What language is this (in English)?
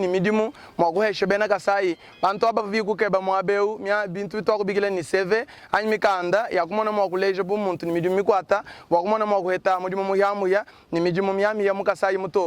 Luba-Lulua